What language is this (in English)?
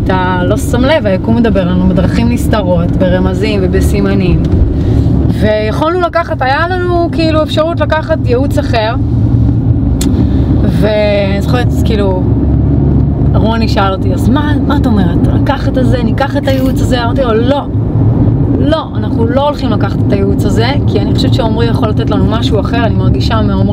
Hebrew